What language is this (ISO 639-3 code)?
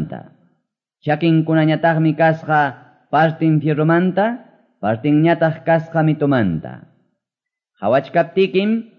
que